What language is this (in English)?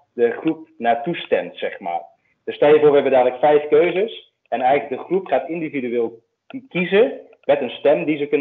Dutch